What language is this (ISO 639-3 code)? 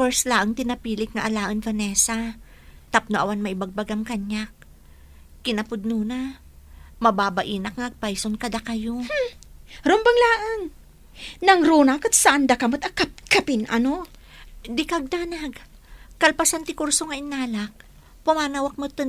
ilo